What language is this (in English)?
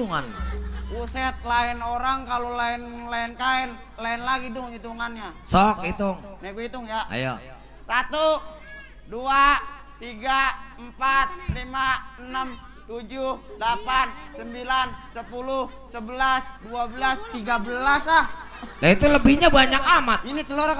Betawi